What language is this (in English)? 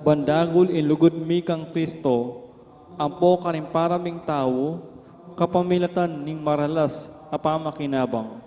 Pampanga